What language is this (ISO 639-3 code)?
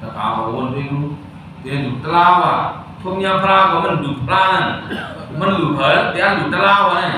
shn